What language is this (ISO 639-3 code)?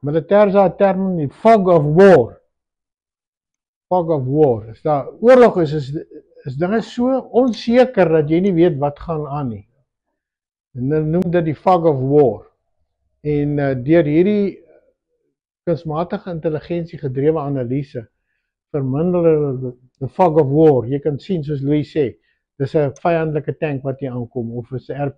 afr